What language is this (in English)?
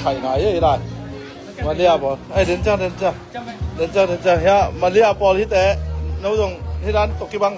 Tedim Chin